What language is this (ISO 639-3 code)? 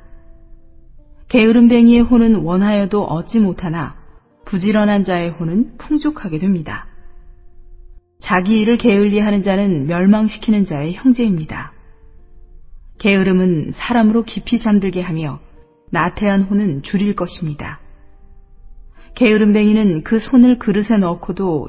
kor